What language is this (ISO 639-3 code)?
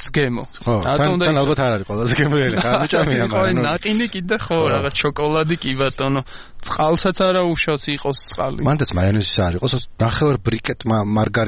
kat